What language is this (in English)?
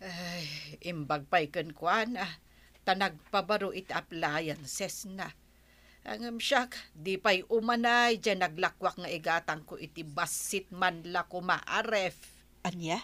Iloko